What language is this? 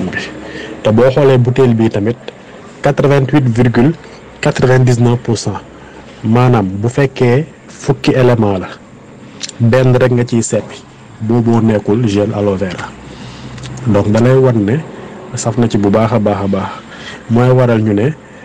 Wolof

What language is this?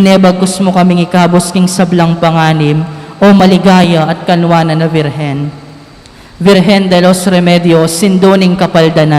Pampanga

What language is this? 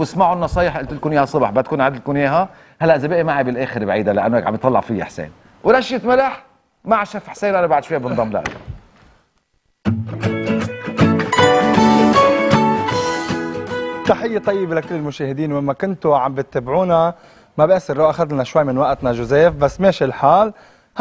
North Levantine Arabic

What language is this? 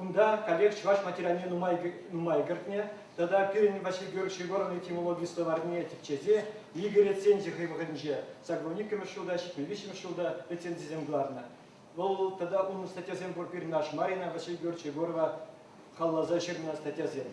Chuvash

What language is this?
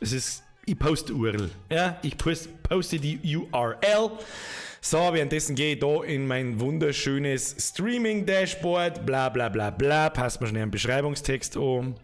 Bavarian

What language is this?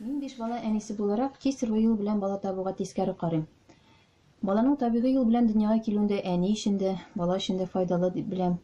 Tatar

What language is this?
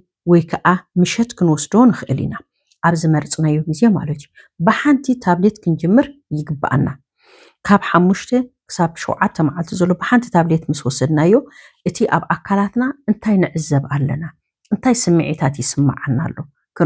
Tigrinya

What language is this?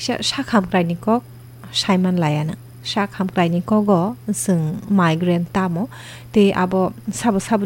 Kok Borok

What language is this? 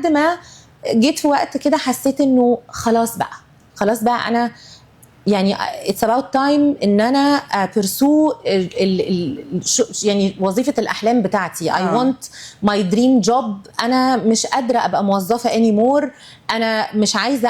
Egyptian Arabic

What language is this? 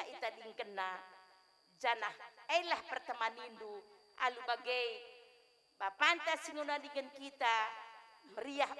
Batak Karo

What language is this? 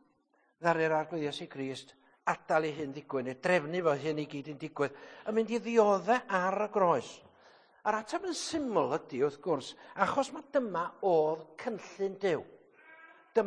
Welsh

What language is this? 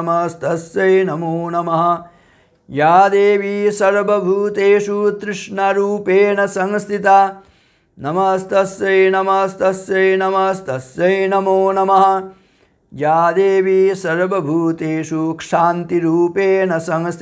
Sanskrit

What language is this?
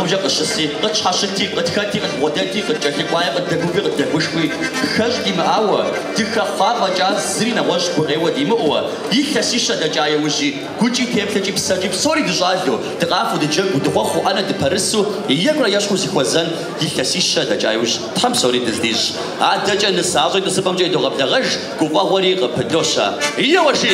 Kabardian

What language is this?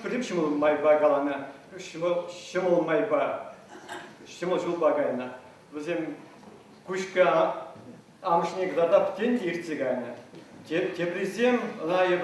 Chuvash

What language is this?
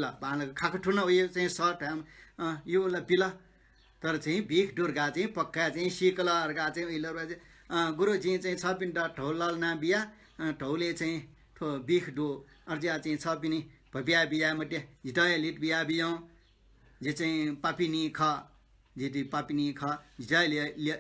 Newari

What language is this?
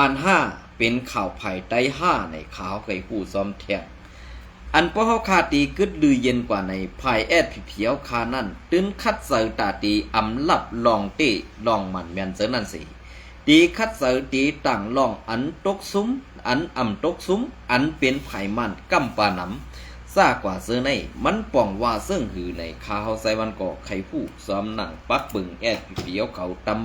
Shan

